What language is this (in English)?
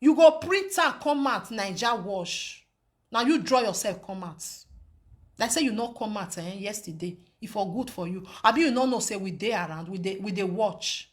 Nigerian Pidgin